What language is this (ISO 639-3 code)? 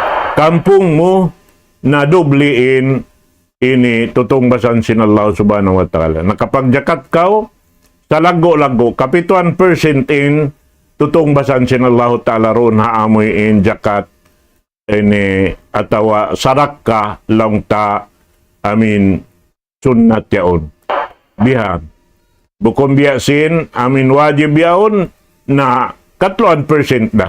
tsg